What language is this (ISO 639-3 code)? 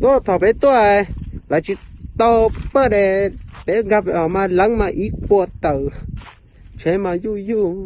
hmn